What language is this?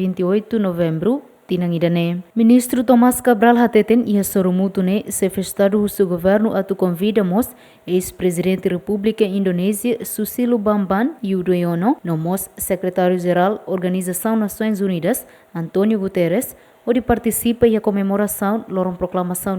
Tetum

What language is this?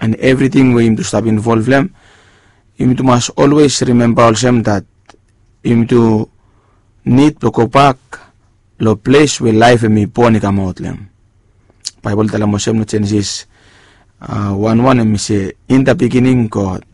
Bislama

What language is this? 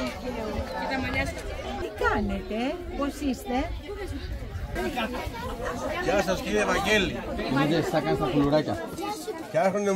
Greek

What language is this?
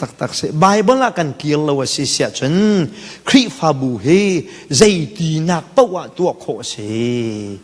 Hakha Chin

